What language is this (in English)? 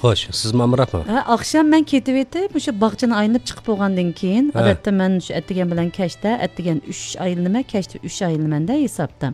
Uyghur